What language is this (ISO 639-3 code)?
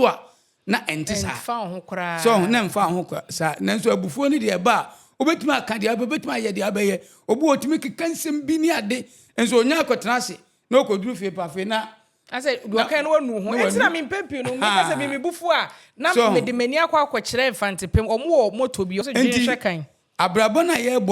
aka